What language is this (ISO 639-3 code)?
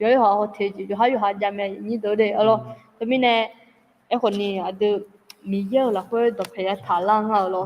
ahk